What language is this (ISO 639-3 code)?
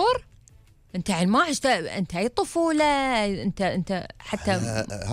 afb